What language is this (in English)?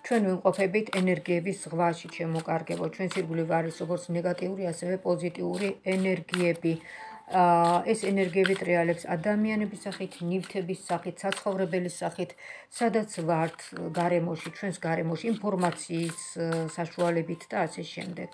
Georgian